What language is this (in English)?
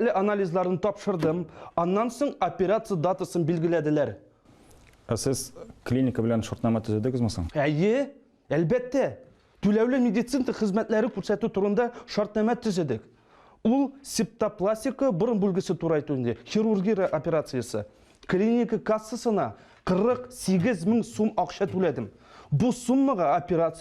Tatar